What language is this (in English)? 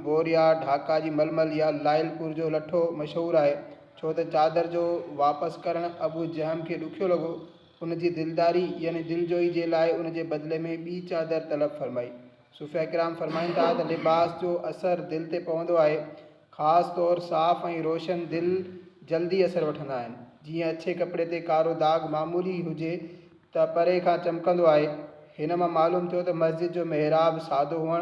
Sindhi